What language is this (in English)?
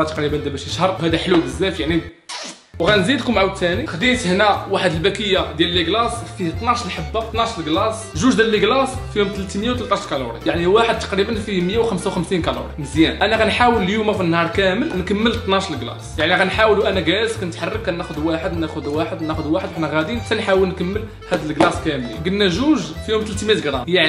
Moroccan Arabic